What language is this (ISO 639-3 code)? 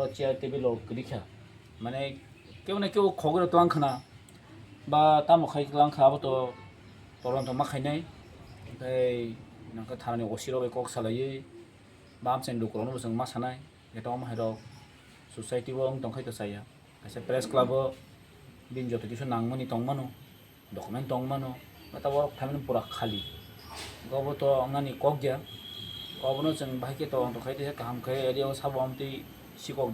trp